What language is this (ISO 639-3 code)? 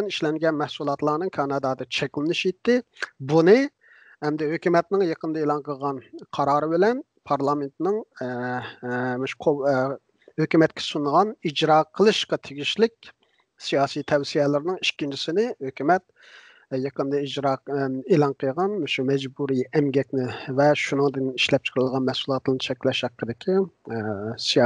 uig